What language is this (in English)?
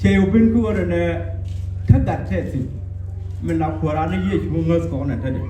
Nuer